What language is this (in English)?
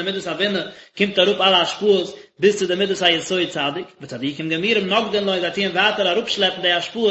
Yiddish